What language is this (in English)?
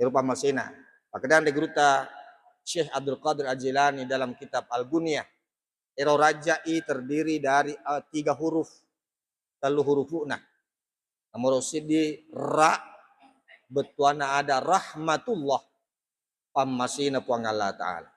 Buginese